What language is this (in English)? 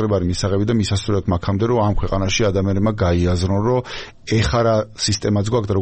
Georgian